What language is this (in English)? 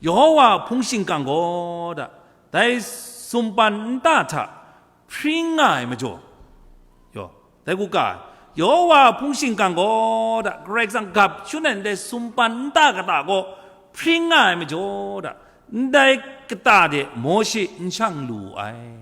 Kachin